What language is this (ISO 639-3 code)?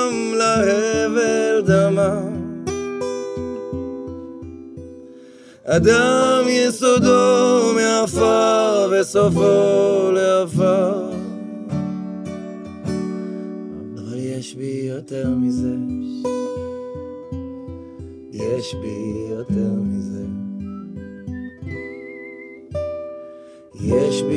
heb